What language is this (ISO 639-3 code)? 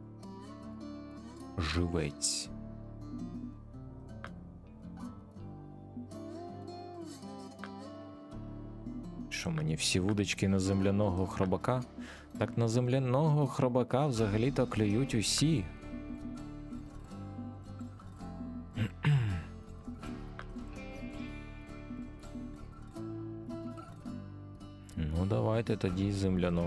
ukr